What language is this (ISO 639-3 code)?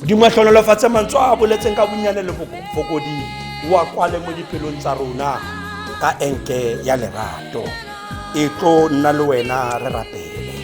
tsn